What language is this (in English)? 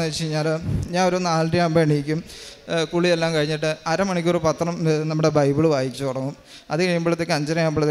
Malayalam